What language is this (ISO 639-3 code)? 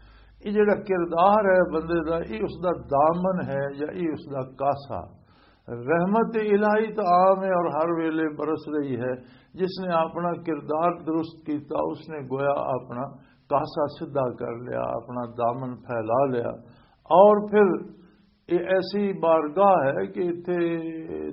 lah